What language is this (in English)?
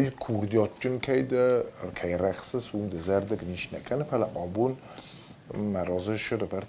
Ossetic